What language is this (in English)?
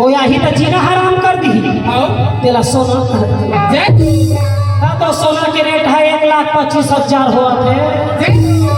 Chhattisgarhi